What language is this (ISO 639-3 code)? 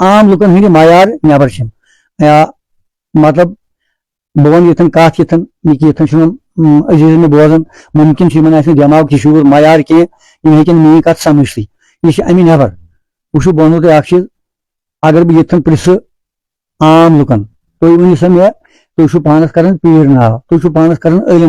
kas